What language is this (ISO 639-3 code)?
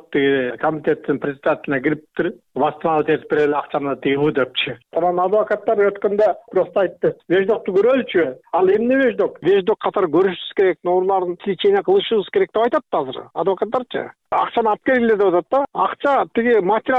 kir